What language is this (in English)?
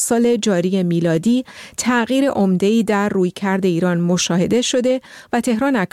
Persian